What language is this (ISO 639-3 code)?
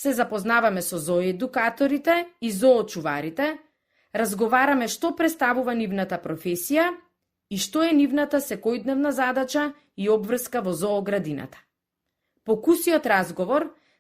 mkd